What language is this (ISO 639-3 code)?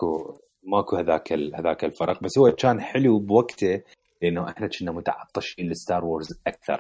acm